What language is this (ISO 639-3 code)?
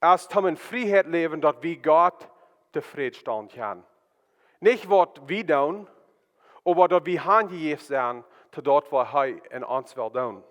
pdt